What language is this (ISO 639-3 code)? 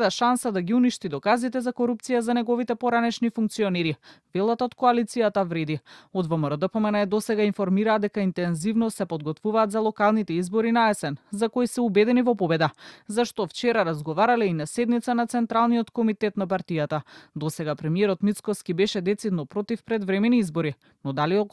mkd